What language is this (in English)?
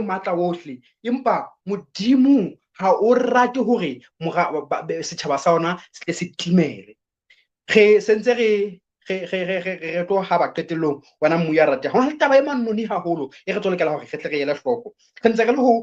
Southern Sotho